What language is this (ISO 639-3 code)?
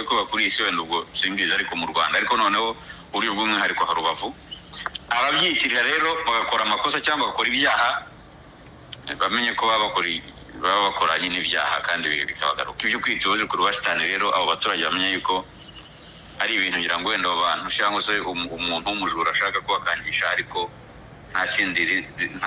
kin